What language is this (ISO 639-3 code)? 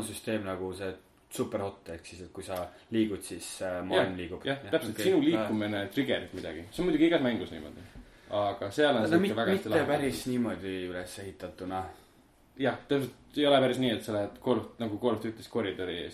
est